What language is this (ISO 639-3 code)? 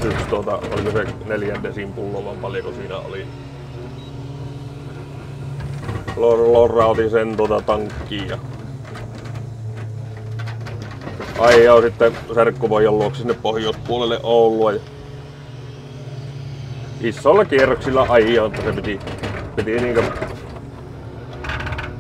fin